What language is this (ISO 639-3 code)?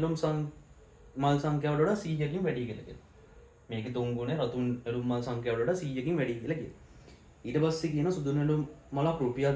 sin